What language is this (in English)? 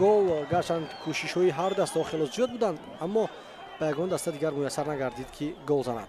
Tajik